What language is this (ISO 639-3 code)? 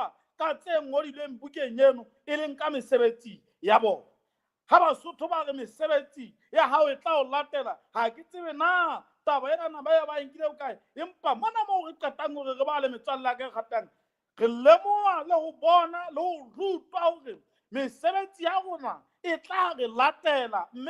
sot